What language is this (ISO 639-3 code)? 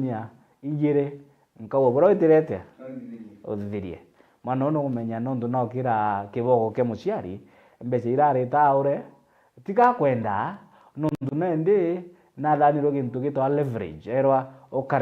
mer